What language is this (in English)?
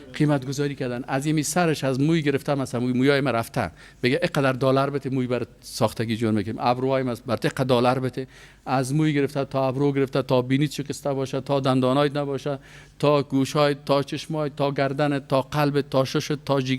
Persian